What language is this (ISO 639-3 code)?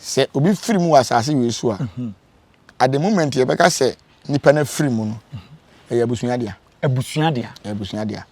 aka